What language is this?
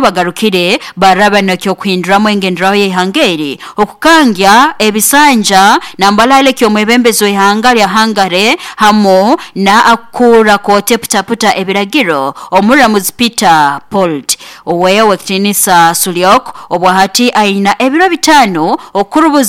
Nyoro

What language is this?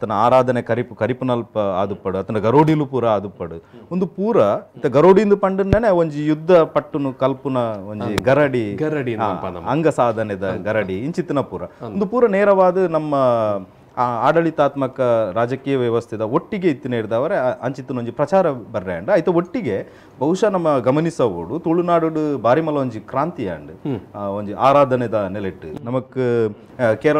Tulu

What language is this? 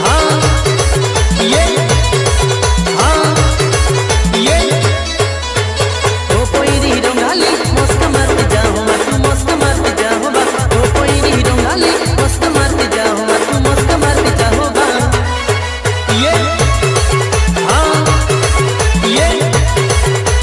Bhojpuri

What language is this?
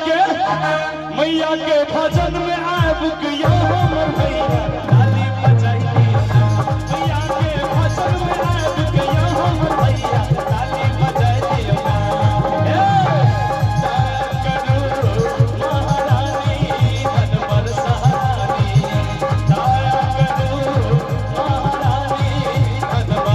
Maithili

